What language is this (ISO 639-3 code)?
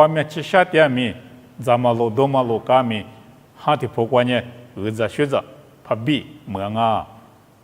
lis